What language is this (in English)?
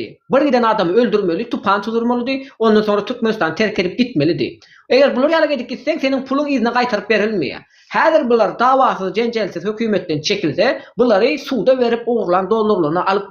Turkmen